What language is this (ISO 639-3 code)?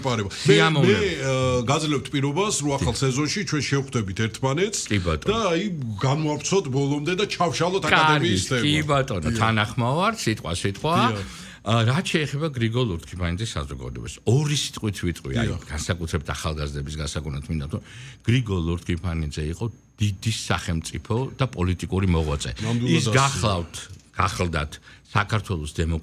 kat